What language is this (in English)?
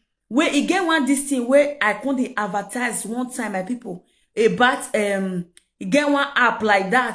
Nigerian Pidgin